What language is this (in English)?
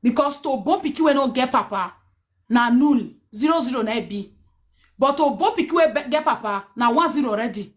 Nigerian Pidgin